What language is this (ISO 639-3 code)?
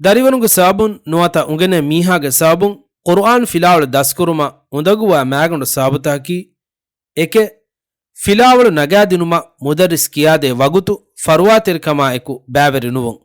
div